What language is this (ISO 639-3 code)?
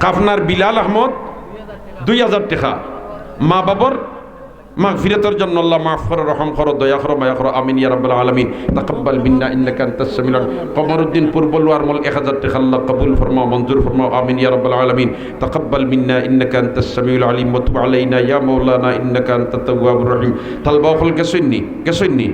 syl